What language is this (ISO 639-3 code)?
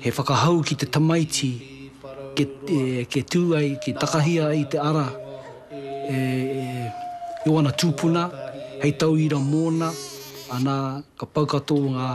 mri